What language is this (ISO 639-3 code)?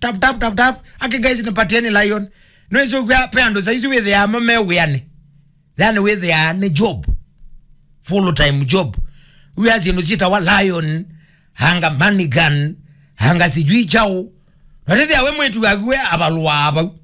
kam